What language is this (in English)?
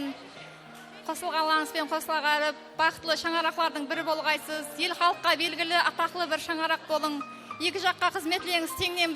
Kara-Kalpak